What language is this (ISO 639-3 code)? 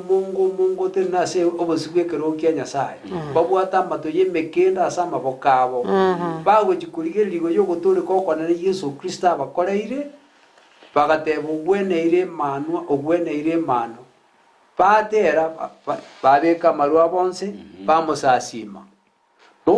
guz